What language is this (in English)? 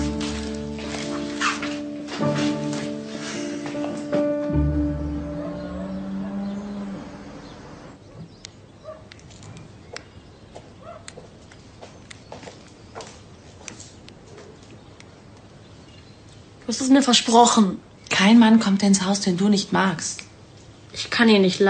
German